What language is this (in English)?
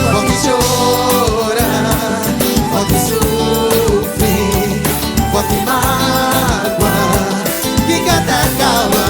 Kabuverdianu